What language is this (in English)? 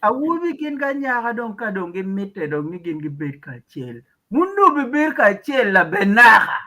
Acoli